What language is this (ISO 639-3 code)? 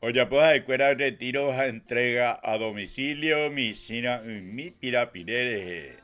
grn